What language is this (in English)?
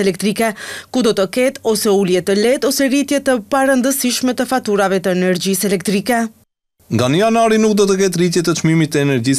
Albanian